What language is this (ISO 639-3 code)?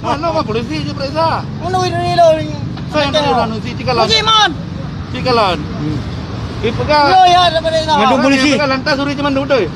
ace